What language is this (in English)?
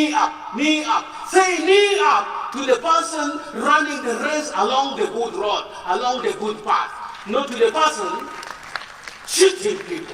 Acoli